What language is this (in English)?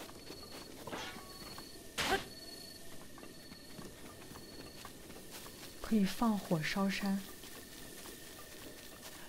Chinese